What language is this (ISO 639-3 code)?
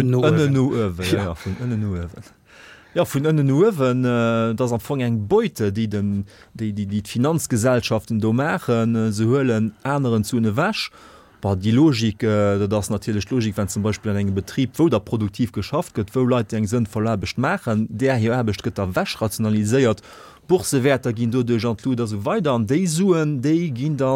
ltz